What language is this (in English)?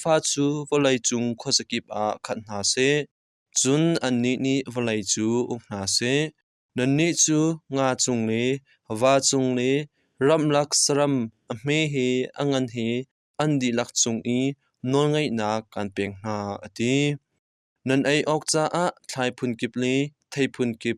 Hakha Chin